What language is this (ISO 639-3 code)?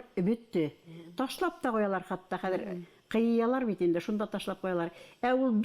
bak